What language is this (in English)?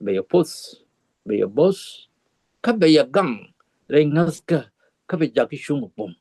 Nuer